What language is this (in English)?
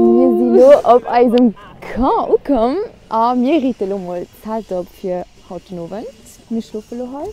Luxembourgish